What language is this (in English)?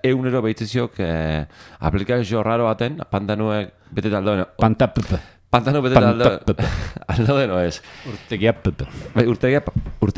Basque